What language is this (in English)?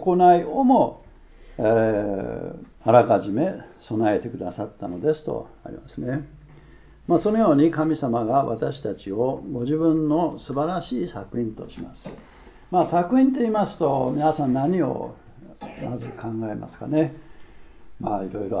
Japanese